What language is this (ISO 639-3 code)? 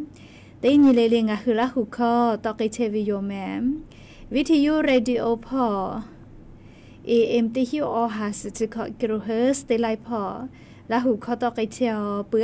tha